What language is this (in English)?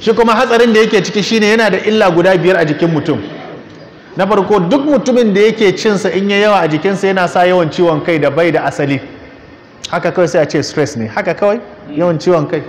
Hausa